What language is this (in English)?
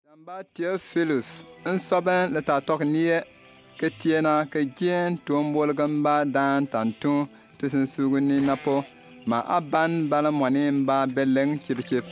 Bimoba